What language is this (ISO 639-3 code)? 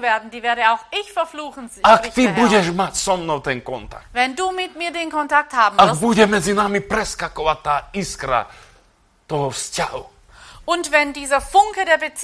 slk